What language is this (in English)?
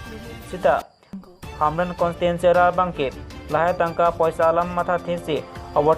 Karbi